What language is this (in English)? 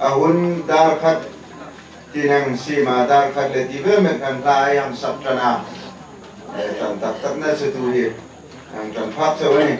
Hmar